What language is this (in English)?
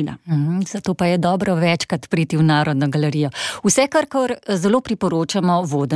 Slovenian